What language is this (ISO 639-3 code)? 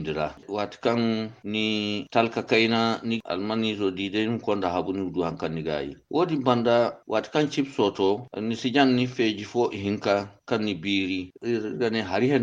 dje